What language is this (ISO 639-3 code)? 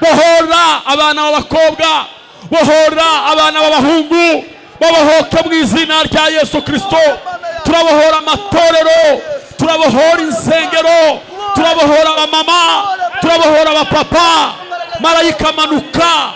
kin